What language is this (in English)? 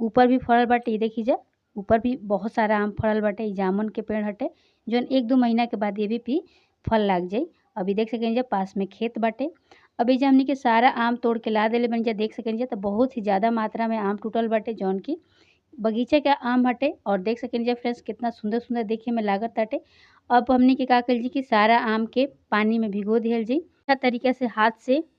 Bhojpuri